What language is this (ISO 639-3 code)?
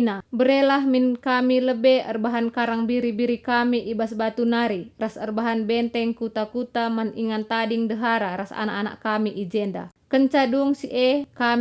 btx